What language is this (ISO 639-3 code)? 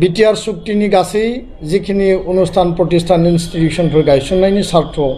brx